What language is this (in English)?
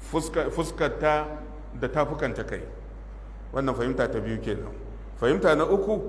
Hausa